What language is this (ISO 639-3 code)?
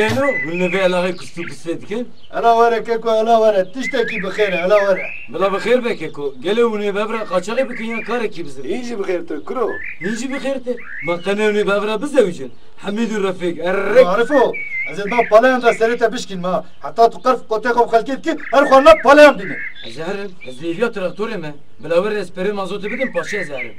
kur